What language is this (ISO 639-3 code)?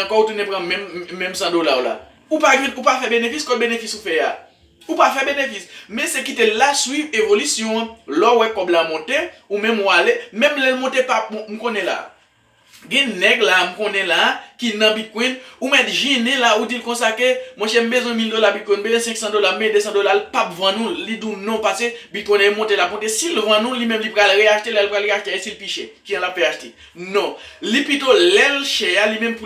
hat